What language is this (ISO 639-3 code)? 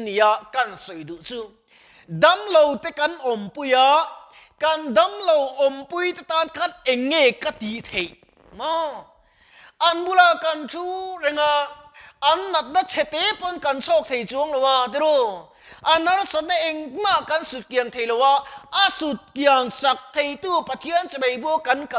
lus